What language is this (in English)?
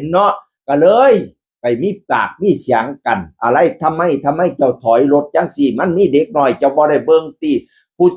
Northeastern Thai